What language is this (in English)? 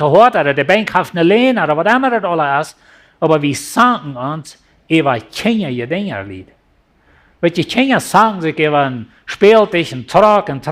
Plautdietsch